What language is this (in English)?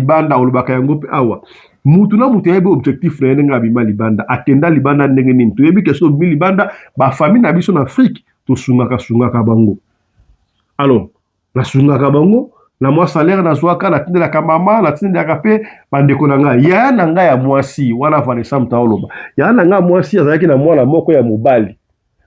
Lingala